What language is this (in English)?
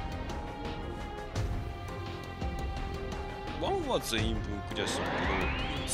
Japanese